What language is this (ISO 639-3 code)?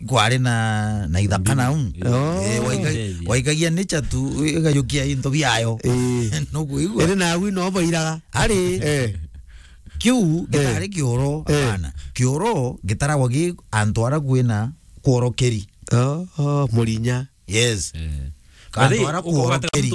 mer